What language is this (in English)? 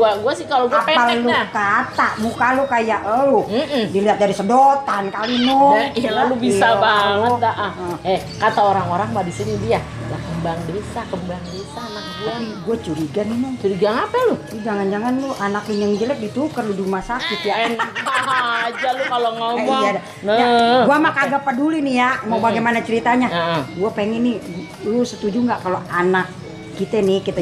Betawi